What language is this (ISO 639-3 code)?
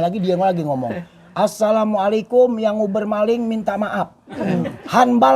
bew